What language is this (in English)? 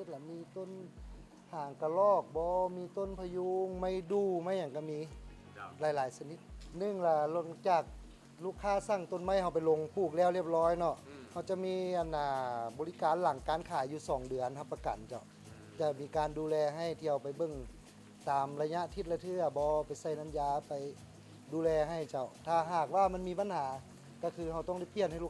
Lao